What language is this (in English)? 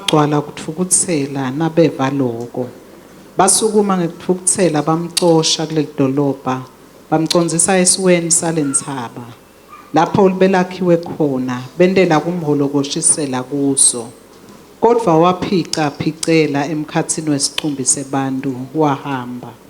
Swati